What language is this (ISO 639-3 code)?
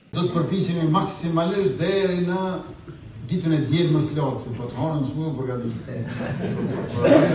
sqi